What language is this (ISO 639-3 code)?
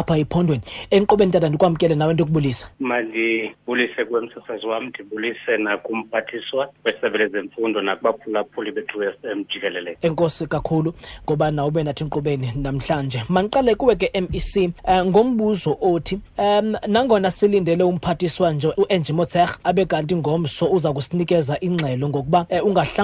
xho